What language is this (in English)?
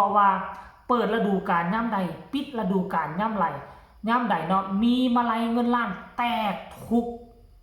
Northeastern Thai